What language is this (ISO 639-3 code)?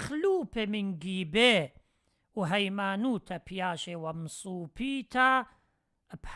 aii